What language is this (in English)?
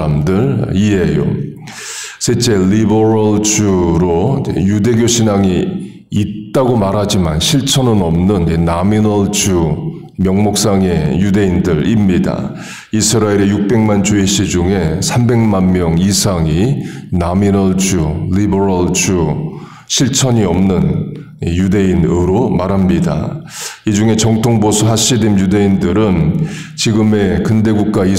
Korean